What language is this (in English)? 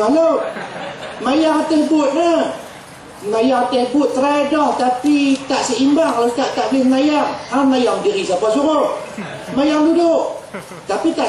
Malay